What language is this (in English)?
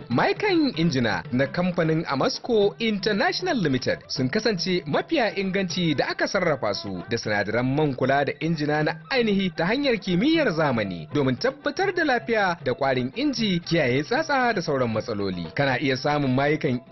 Hausa